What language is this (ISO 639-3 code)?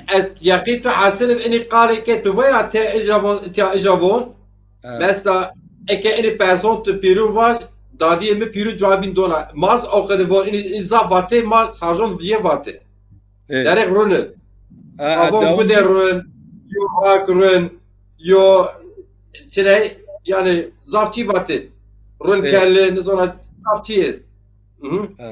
zza